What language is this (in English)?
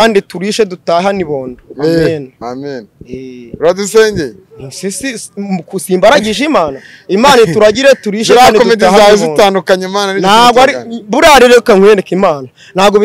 Kinyarwanda